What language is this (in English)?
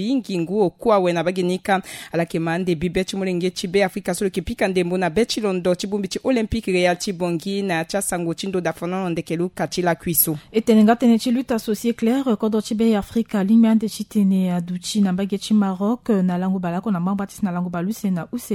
Sango